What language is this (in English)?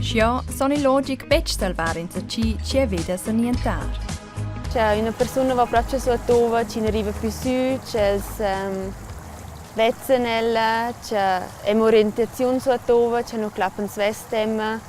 Romansh